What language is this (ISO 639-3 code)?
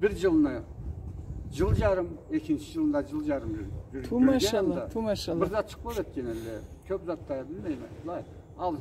krc